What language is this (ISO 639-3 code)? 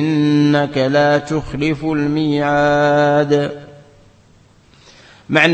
ara